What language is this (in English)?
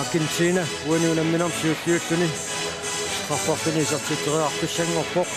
Kalaallisut